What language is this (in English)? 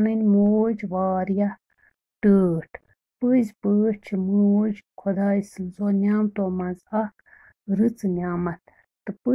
Kashmiri